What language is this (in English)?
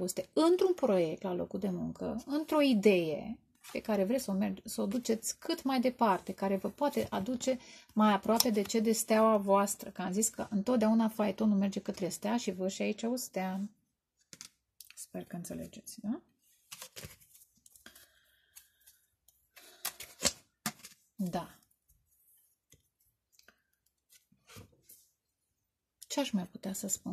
Romanian